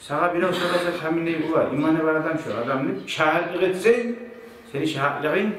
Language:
Kumyk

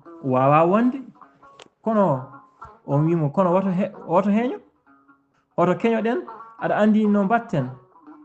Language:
Fula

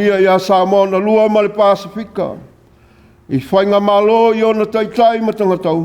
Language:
Samoan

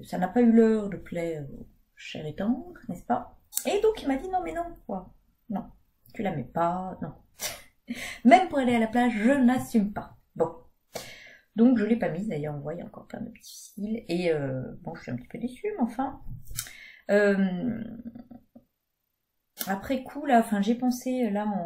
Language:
French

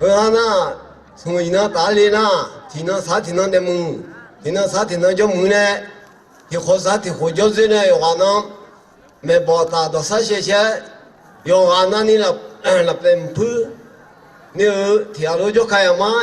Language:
Akha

